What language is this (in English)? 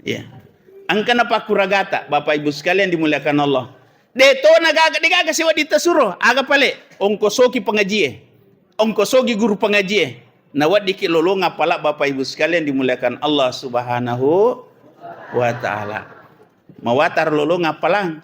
Buginese